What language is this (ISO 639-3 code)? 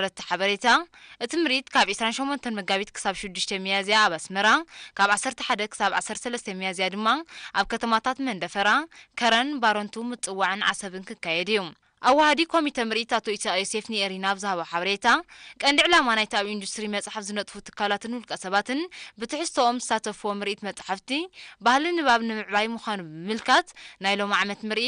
tir